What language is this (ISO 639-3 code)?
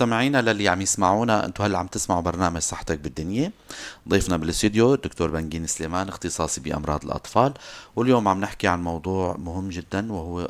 apc